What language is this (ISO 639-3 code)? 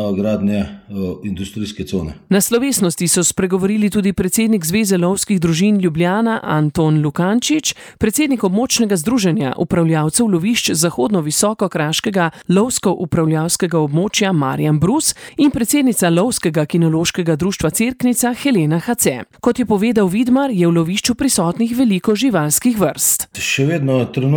slv